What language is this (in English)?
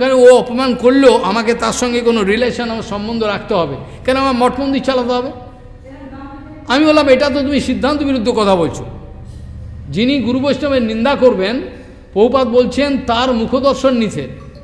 Bangla